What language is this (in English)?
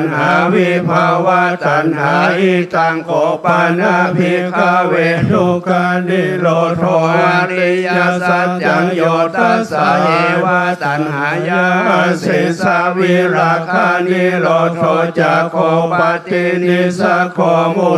Pali